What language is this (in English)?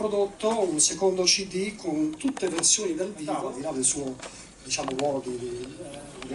Italian